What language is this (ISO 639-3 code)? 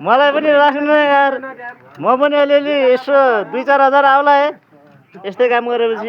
nep